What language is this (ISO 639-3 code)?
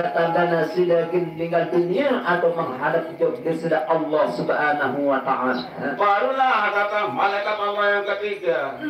sas